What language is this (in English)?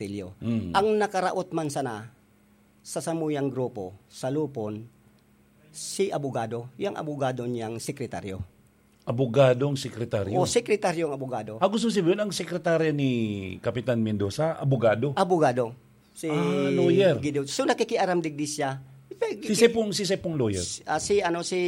Bikol